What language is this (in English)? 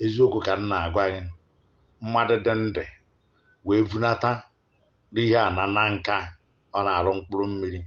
Igbo